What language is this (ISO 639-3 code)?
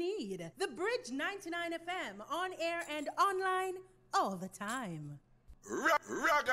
jam